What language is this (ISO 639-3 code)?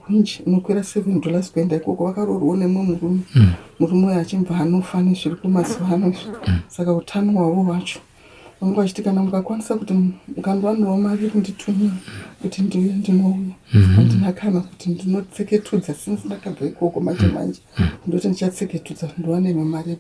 sna